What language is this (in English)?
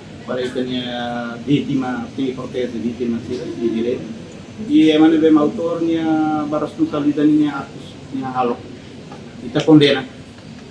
Tetum